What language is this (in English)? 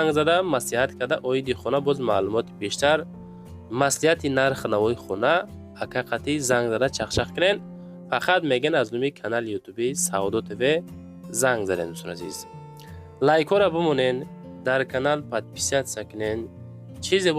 Tajik